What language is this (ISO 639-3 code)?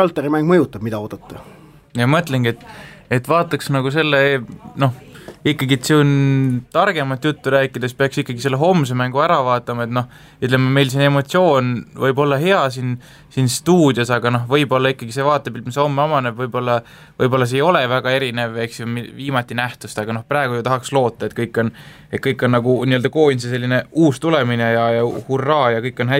est